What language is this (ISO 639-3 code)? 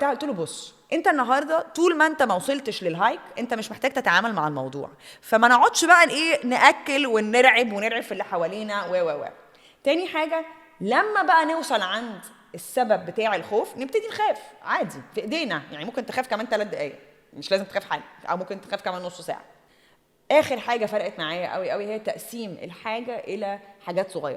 arz